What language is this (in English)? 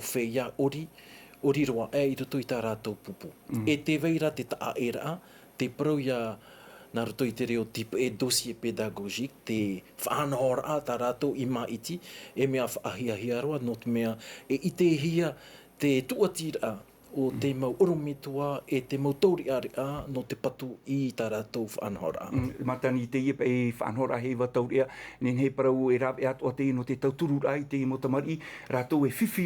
Tahitian